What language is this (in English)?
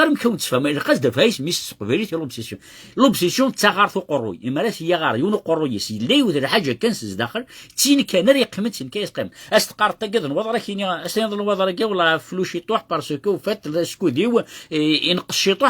Kabyle